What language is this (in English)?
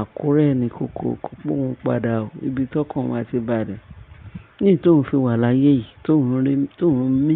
Yoruba